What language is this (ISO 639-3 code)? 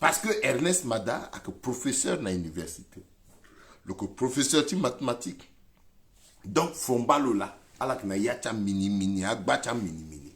sag